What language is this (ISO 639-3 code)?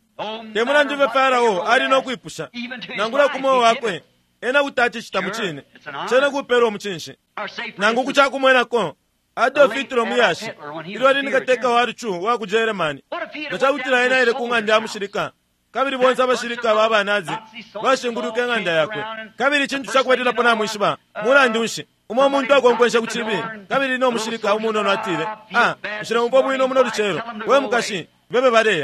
bem